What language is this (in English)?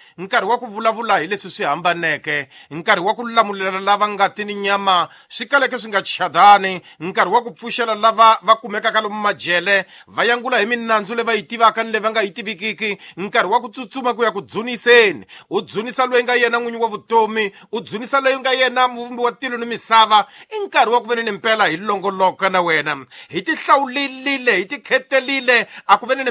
Tsonga